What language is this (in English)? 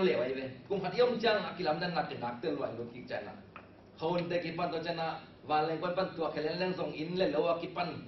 Tedim Chin